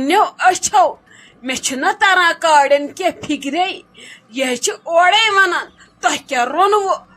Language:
Kashmiri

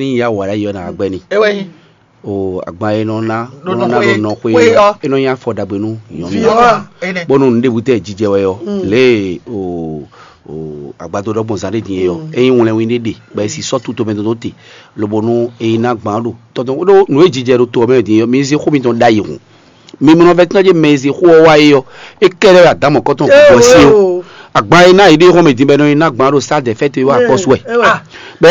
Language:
Fon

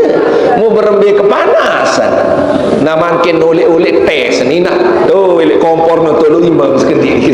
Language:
Sasak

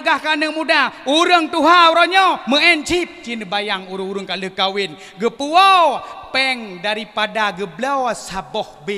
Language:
Achinese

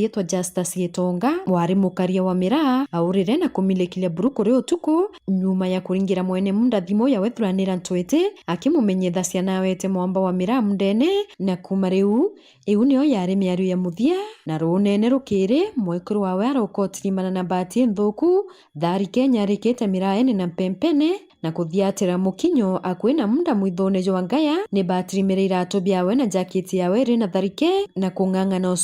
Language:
Meru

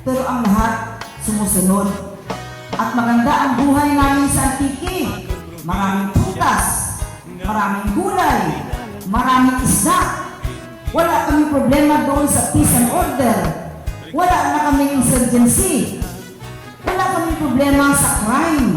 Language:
Kinaray-a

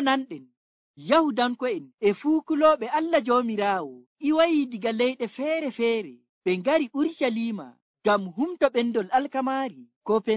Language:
Nigerian Fulfulde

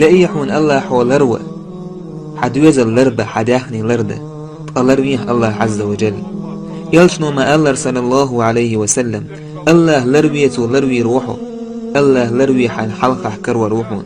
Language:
Chechen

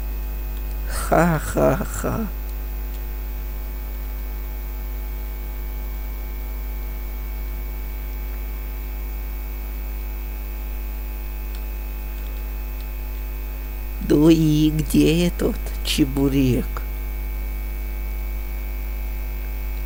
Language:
Russian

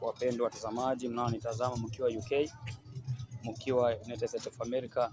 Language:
Swahili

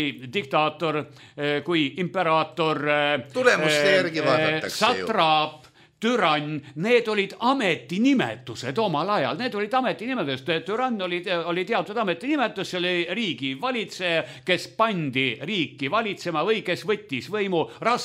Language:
Estonian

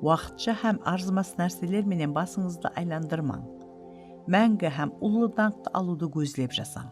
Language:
Kara-Kalpak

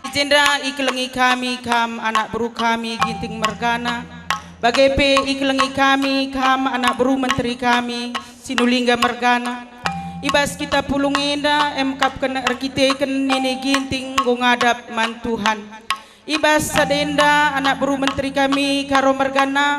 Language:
Batak Karo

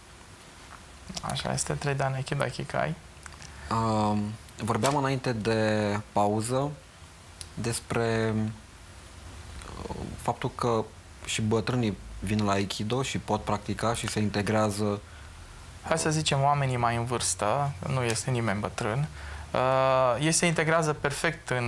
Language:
Romanian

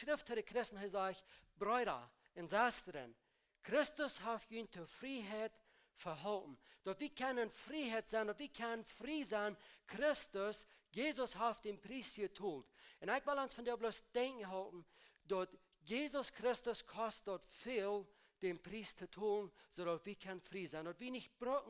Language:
Plautdietsch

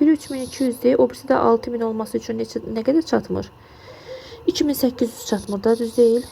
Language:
Azerbaijani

